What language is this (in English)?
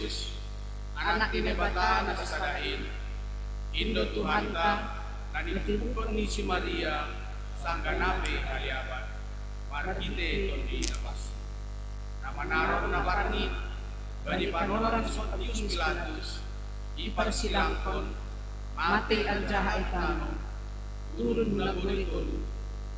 Batak Simalungun